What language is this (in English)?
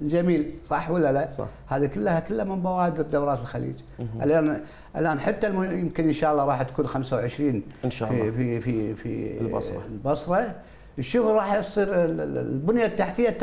Mesopotamian Arabic